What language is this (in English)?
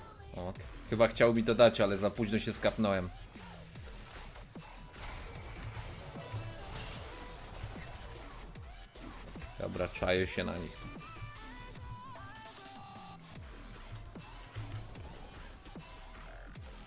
Polish